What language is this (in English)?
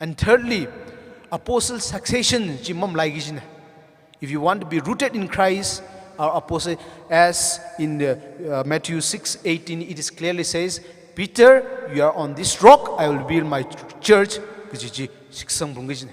Tangkhul Naga (India)